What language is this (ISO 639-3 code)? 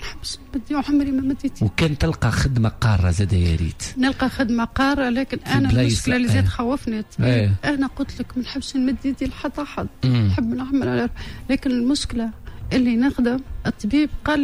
aeb